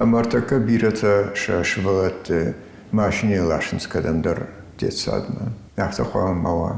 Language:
Ossetic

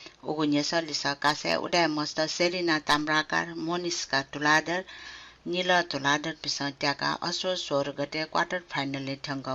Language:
Newari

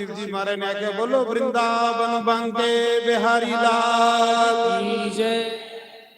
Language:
Dogri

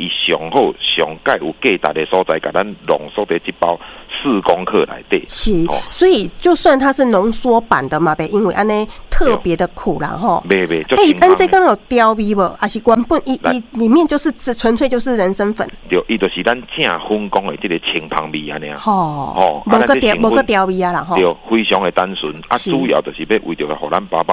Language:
Min Nan Chinese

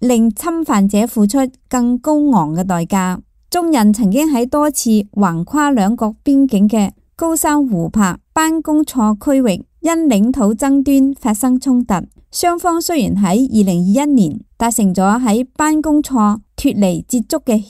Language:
Cantonese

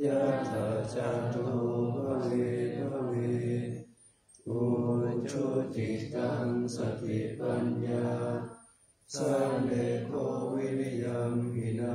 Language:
Pali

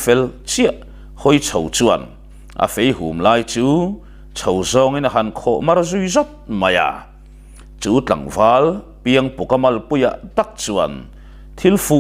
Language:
Mizo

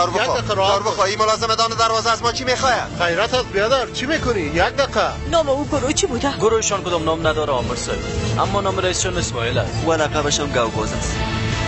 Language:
Persian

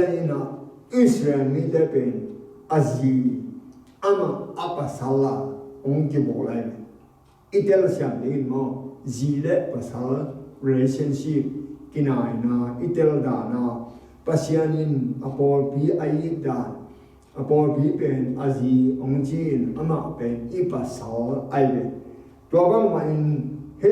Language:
Tedim Chin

